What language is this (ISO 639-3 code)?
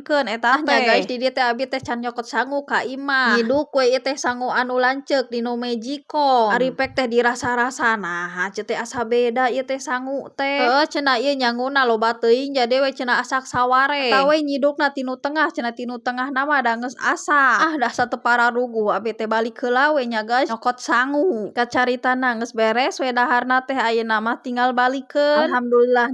sun